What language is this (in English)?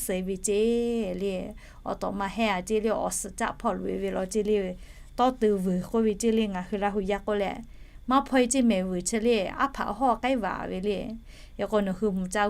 Lahu